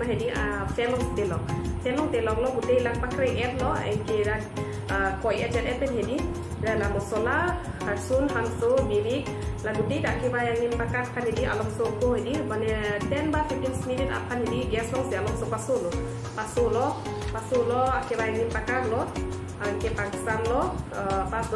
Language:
Karbi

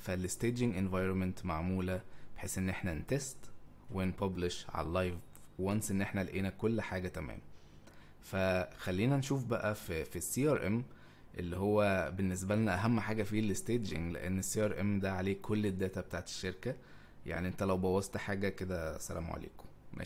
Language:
Egyptian Arabic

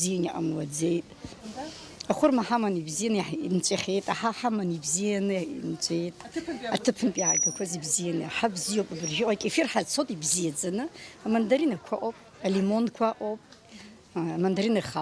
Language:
Abkhazian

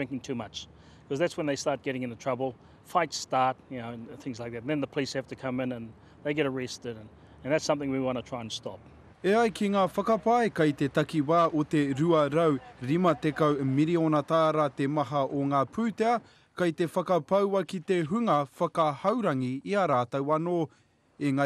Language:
Māori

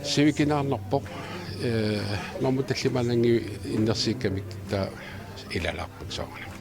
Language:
Kalaallisut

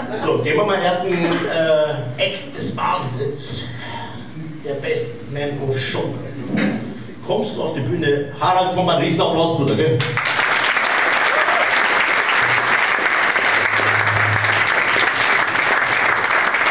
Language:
German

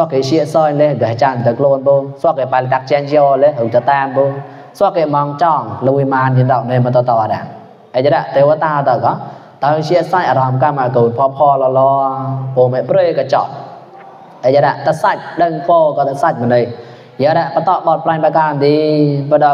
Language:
Mon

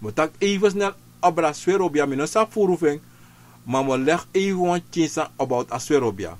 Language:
Sranan Tongo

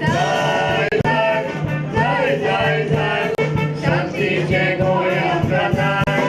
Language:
Konkani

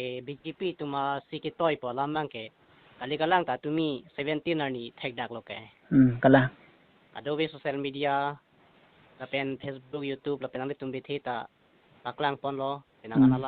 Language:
Karbi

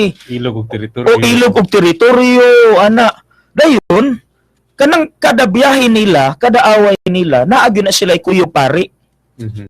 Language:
Cebuano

